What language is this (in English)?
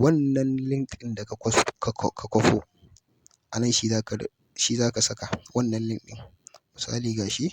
Hausa